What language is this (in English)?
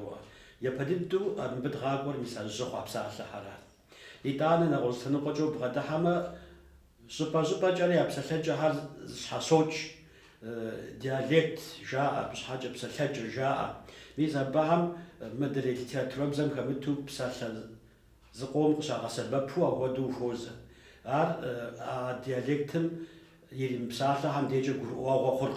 Kabardian